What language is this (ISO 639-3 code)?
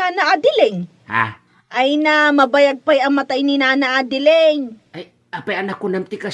ilo